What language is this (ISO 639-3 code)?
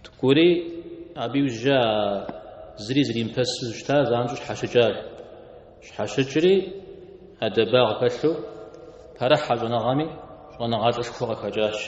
kbd